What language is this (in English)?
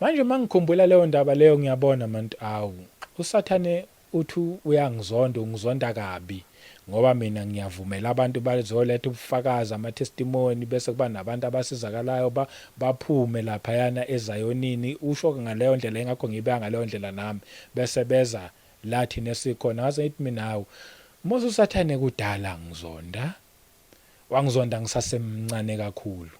Zulu